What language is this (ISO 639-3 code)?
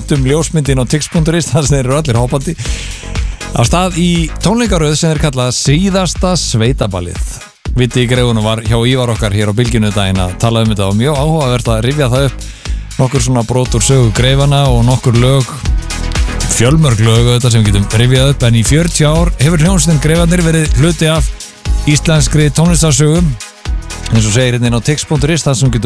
isl